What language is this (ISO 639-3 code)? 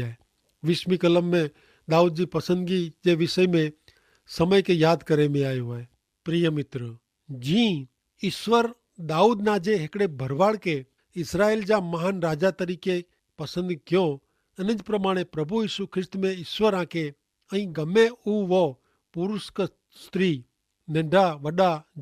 kfr